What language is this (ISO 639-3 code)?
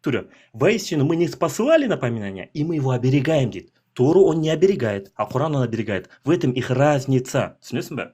kaz